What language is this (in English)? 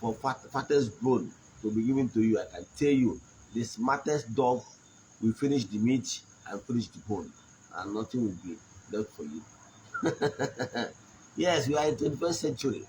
Igbo